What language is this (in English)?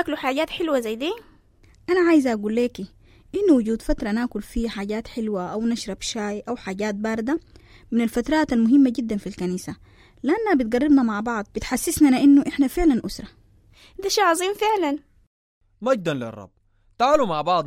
Sudanese Arabic